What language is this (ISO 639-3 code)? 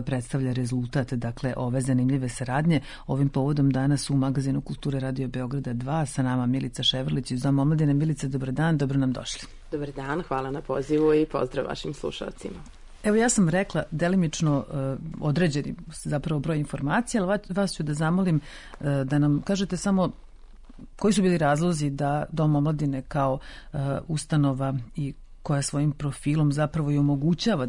srp